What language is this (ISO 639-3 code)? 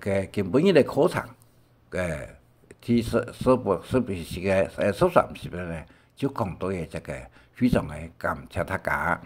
hak